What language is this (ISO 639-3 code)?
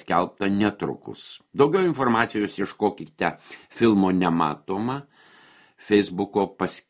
lit